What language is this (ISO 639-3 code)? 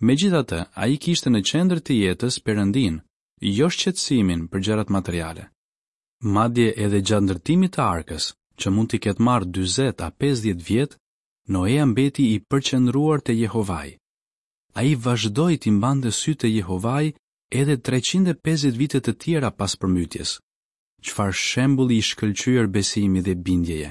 sqi